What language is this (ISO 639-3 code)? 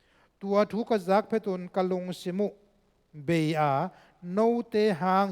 ctd